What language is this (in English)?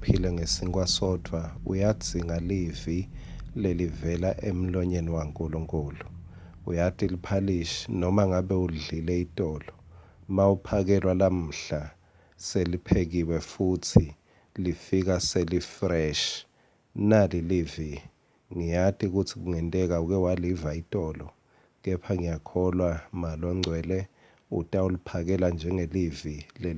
Swati